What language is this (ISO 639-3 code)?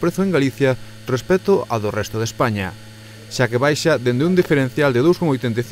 glg